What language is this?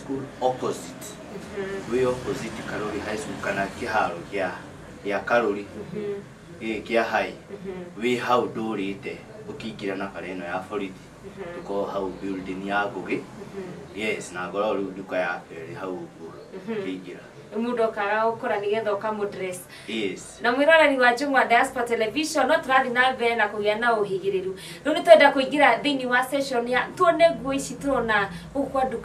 Kikuyu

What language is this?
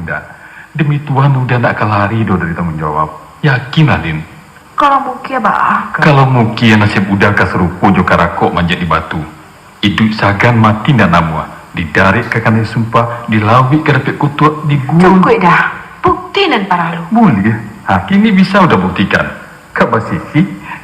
Minangkabau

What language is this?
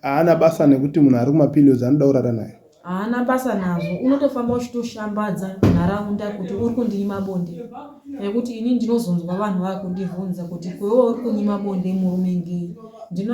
Shona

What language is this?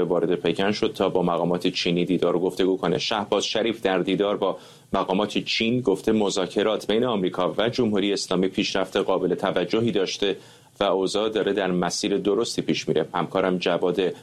Persian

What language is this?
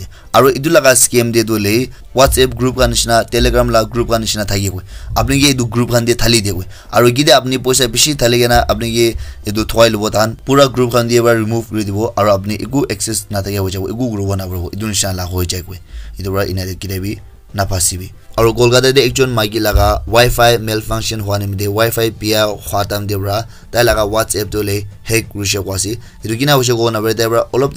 Naga Pidgin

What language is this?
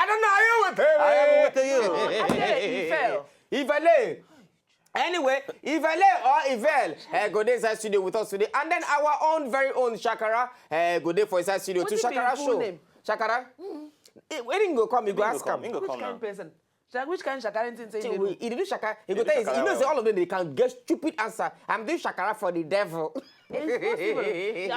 Nigerian Pidgin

